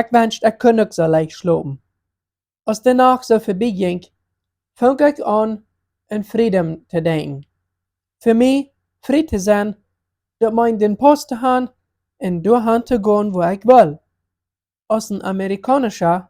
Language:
Plautdietsch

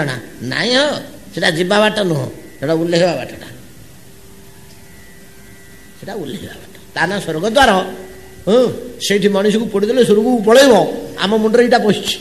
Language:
Odia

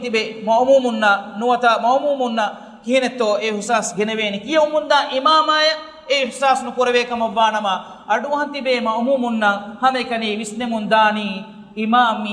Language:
Divehi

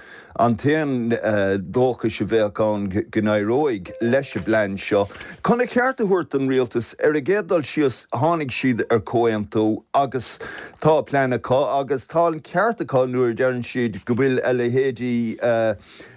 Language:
Irish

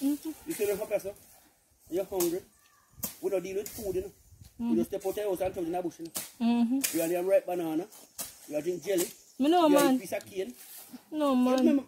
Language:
Jamaican Creole English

